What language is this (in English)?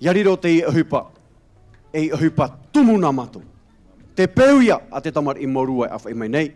Tahitian